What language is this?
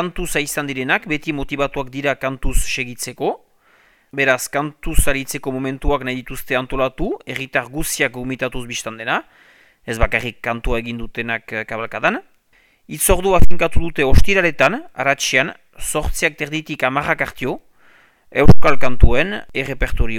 Basque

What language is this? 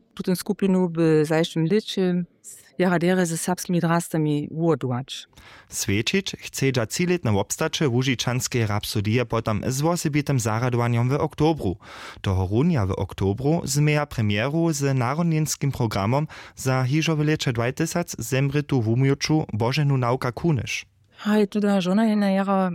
Upper Sorbian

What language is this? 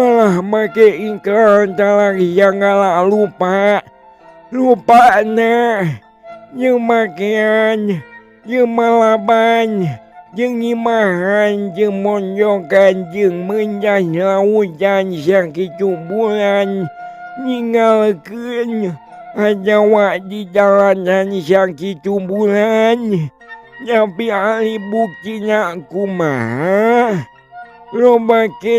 Sundanese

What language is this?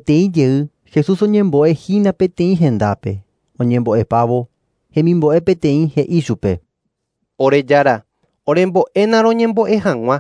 Guarani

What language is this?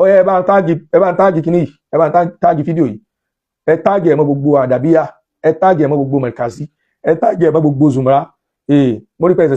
Yoruba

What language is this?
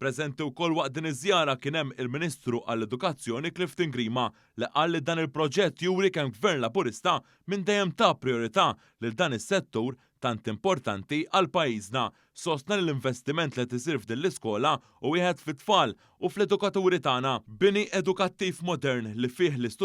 Maltese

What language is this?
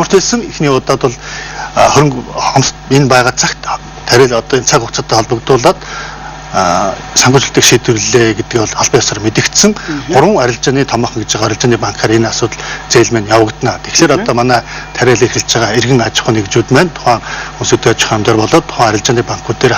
Mongolian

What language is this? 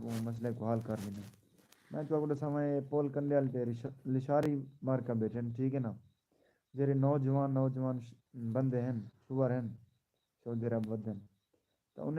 Saraiki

